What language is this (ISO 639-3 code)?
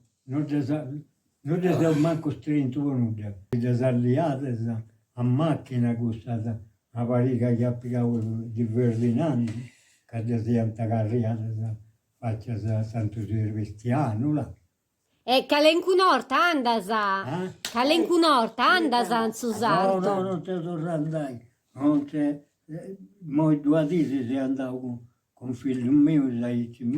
srd